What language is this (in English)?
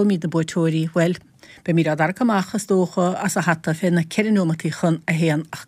Irish